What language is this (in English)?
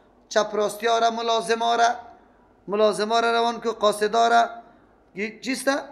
Persian